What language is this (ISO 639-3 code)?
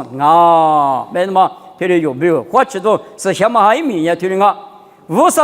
lis